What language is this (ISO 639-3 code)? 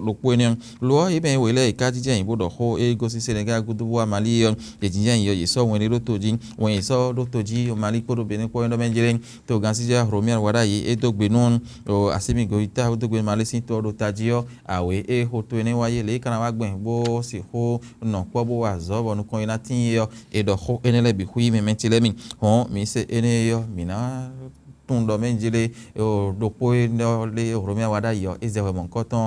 fon